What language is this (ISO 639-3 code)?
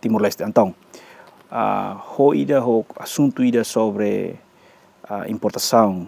tet